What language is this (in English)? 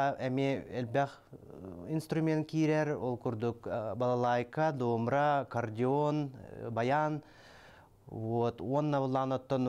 Yakut